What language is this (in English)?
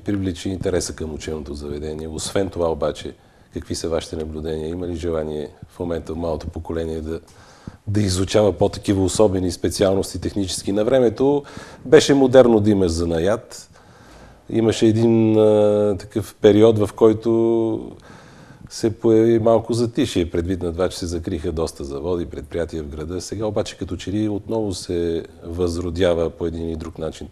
Bulgarian